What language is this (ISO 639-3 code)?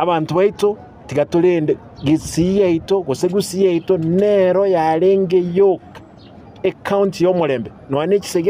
guz